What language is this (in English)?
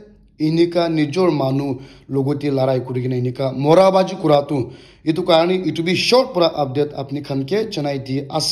Naga Pidgin